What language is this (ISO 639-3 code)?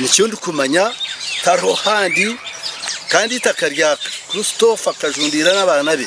nyn